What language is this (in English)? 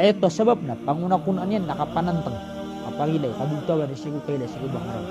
Maranao